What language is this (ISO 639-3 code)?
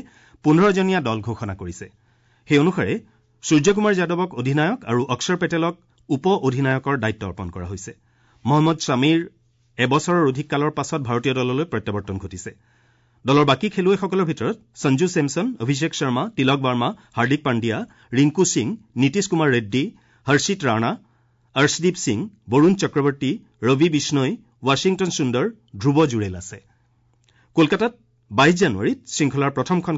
asm